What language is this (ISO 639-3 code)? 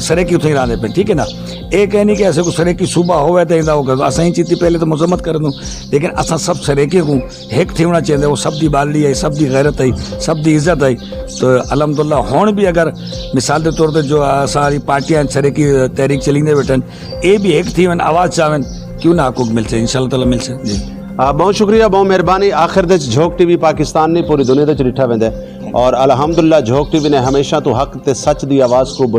skr